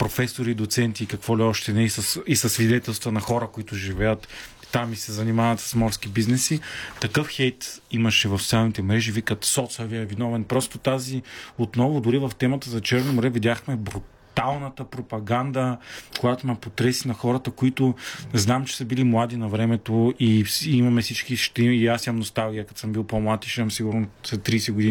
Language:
Bulgarian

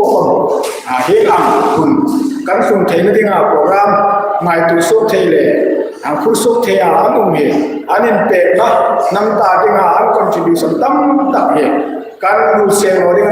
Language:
Hmar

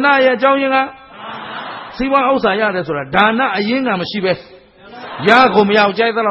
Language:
Burmese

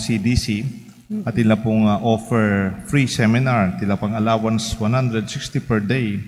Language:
Pampanga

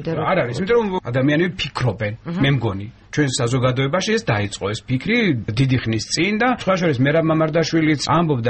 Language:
Georgian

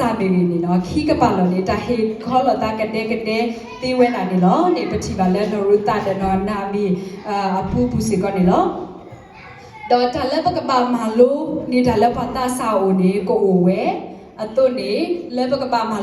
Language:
S'gaw Karen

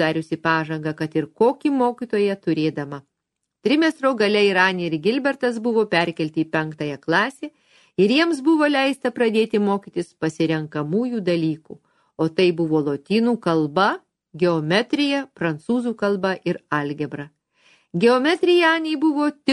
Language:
Lithuanian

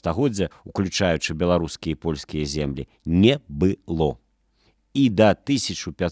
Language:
Belarusian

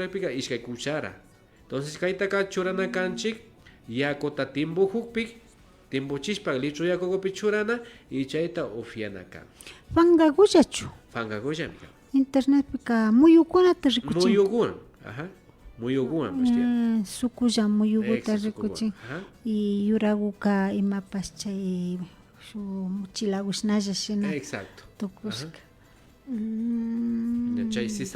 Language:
Imbabura Highland Quichua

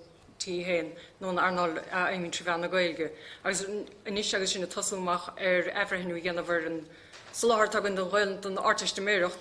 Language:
Irish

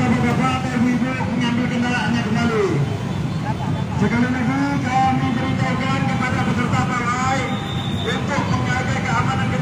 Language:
Indonesian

